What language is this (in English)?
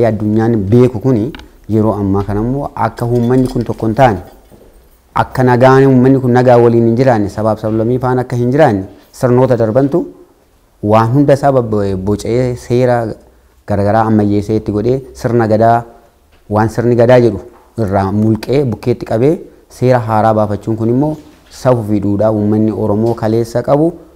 Oromo